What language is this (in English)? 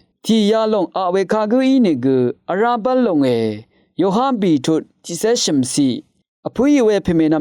Rawang